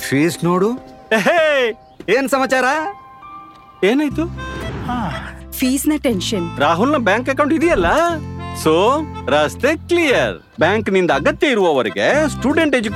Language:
Kannada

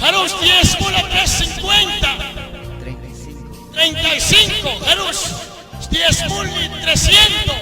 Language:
Kekchí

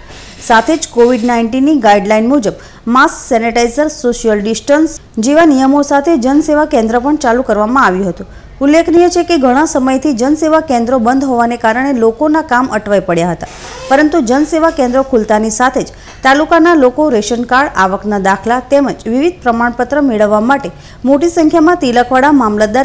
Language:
Gujarati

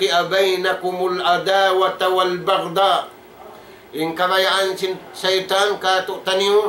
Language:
Tausug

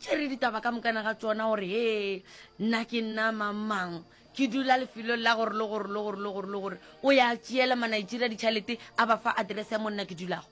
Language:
Northern Sotho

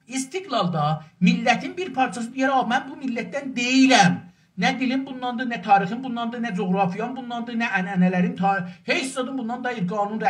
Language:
South Azerbaijani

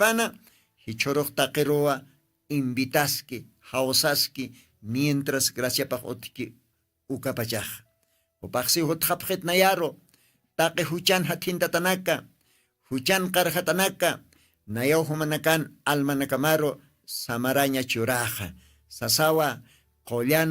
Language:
Aymara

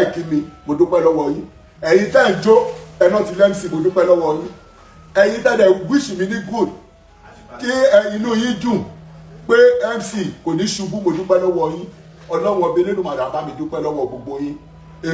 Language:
Yoruba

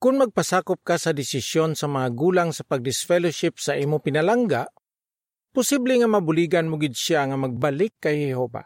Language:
Hiligaynon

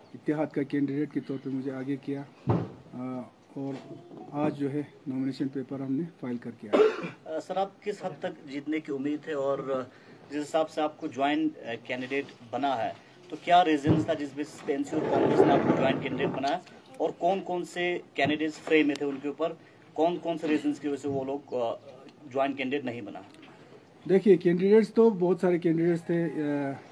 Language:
Hindi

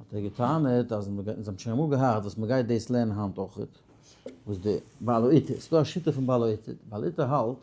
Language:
Yiddish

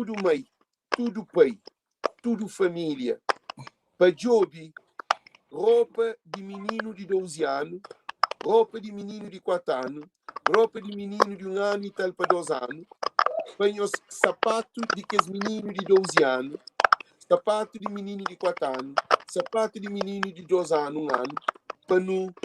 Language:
Kabuverdianu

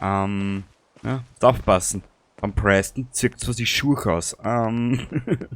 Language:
Bavarian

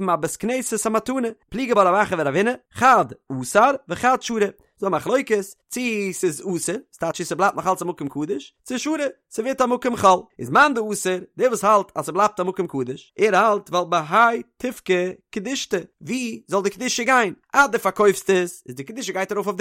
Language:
Yiddish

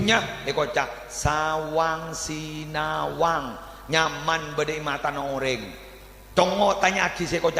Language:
Madurese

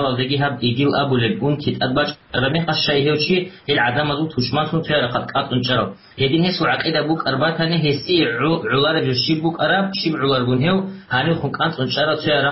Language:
Avaric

